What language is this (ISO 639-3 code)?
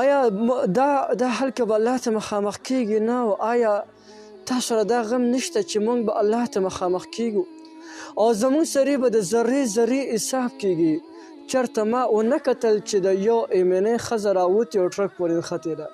pus